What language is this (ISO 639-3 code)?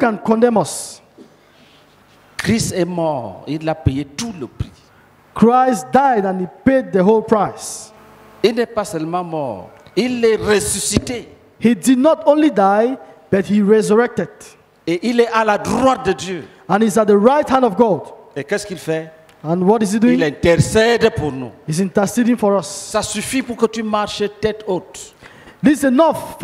fra